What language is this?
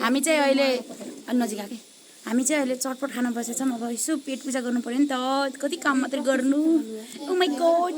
Nepali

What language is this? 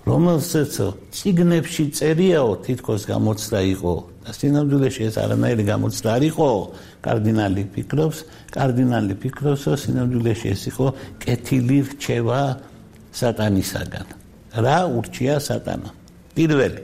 Georgian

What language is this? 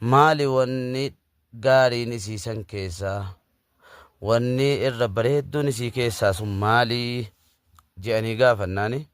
Oromo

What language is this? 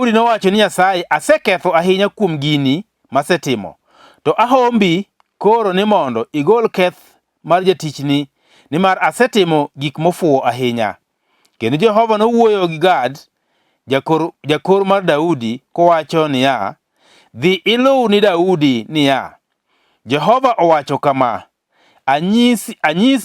Luo (Kenya and Tanzania)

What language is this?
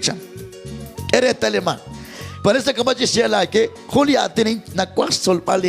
Kekchí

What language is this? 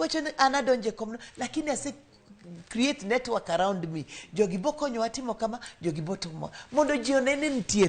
Luo (Kenya and Tanzania)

